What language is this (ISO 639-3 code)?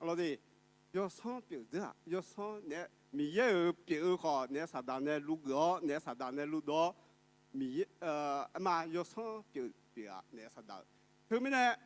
ahk